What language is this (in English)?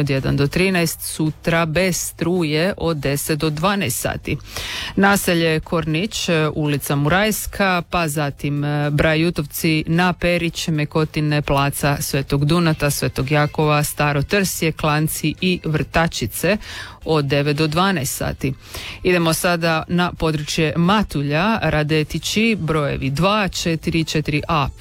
Croatian